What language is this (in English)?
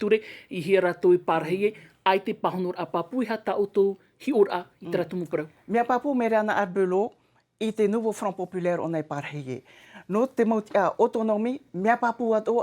Tahitian